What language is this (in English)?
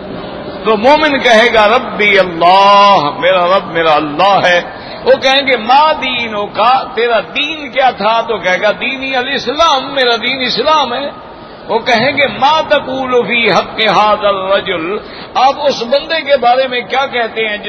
Urdu